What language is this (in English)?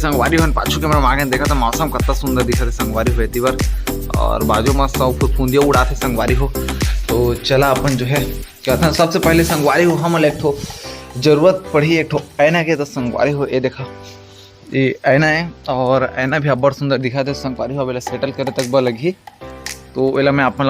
Chhattisgarhi